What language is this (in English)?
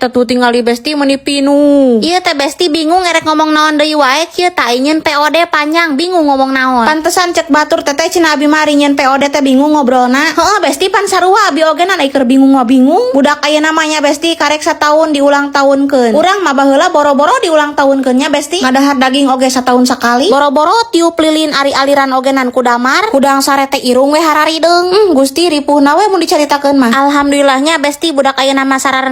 Sundanese